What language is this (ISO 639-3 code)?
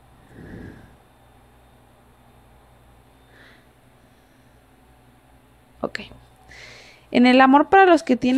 spa